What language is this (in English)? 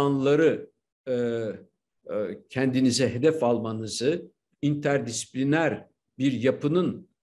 Turkish